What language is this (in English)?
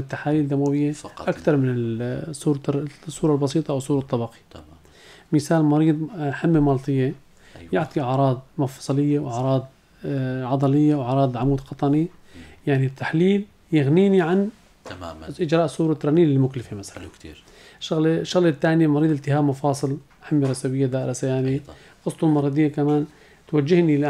North Levantine Arabic